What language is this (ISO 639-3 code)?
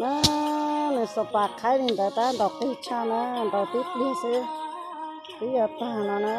hmn